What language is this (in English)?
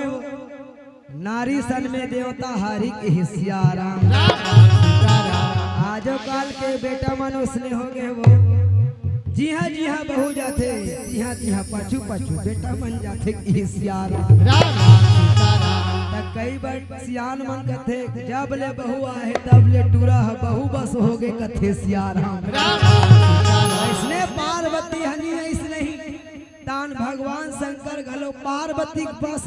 Chhattisgarhi